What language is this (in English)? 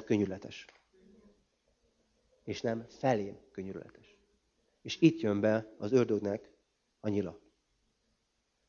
Hungarian